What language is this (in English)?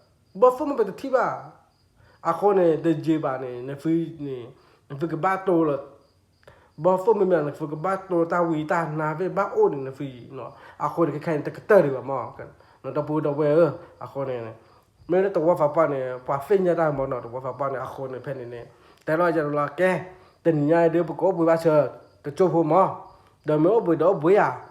S'gaw Karen